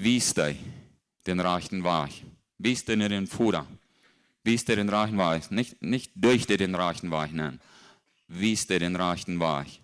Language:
Plautdietsch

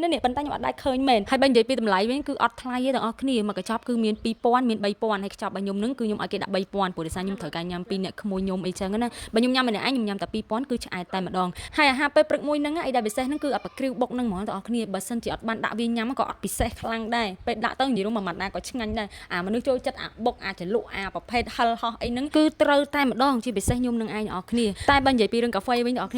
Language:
Khmer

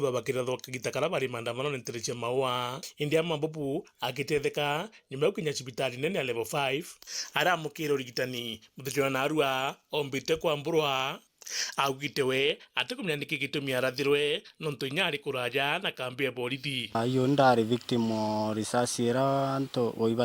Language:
Meru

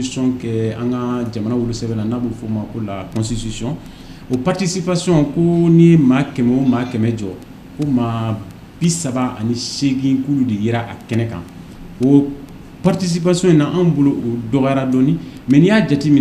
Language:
Bambara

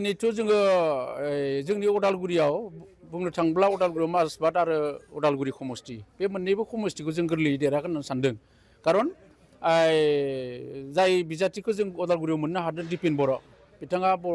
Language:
Bodo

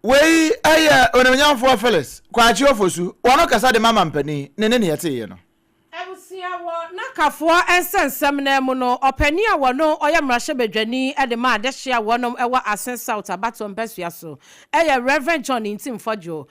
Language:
Akan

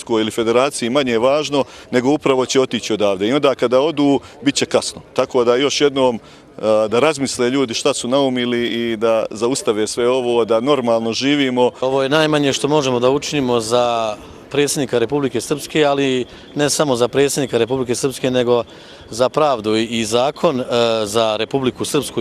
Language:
Bosnian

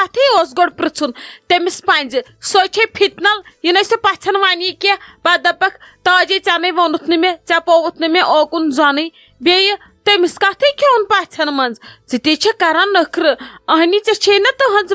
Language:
Kashmiri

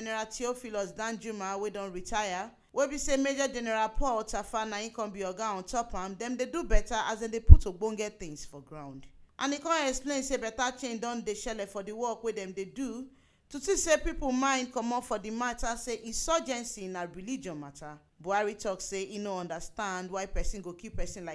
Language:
Nigerian Pidgin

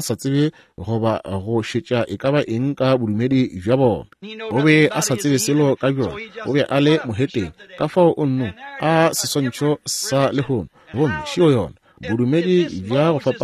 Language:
Northern Sotho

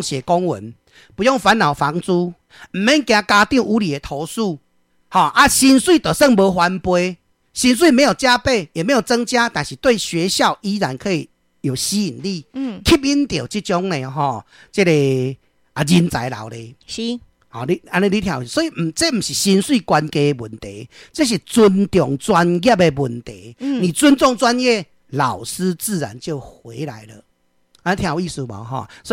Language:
Min Nan Chinese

